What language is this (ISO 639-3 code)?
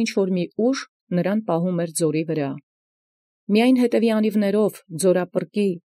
hye